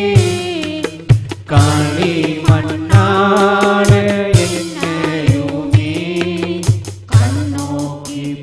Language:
Tamil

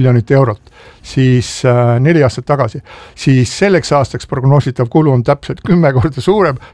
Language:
Estonian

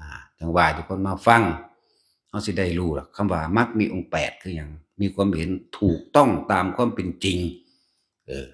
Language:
Northeastern Thai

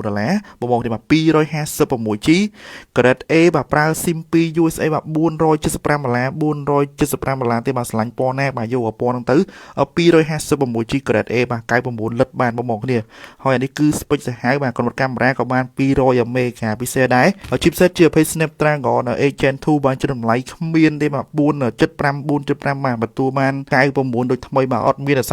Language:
Khmer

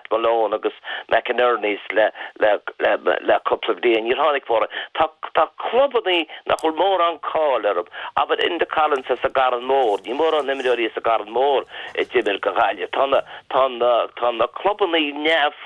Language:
Irish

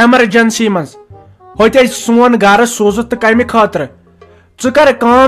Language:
Kashmiri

